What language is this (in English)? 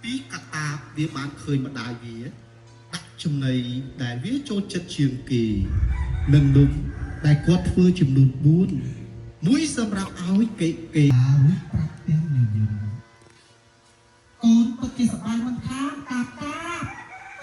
Khmer